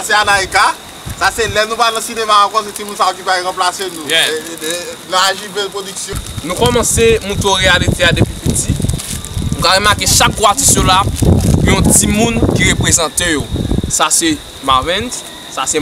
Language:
Haitian Creole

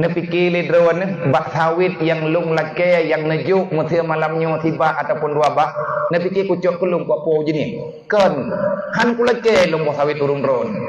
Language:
Achinese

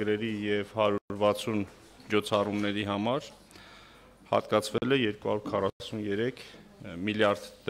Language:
Armenian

